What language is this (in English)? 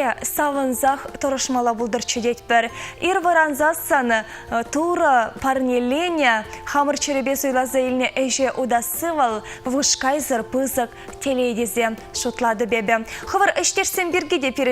Chuvash